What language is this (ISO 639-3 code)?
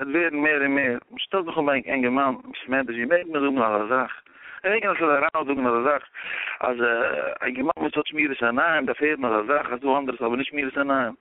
yid